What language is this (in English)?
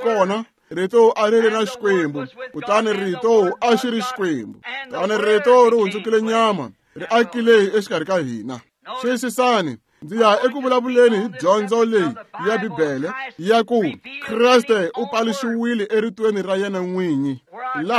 Tsonga